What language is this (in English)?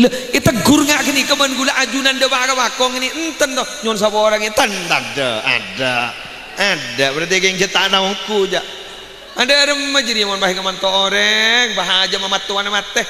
Madurese